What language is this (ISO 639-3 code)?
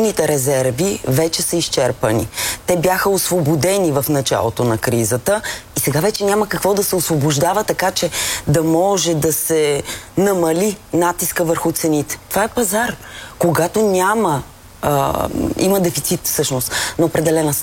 bul